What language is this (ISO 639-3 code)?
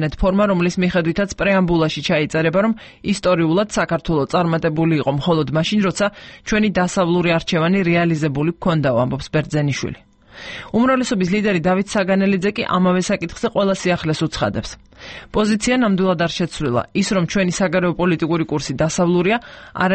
kat